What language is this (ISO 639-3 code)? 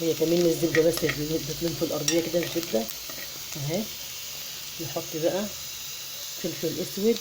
arz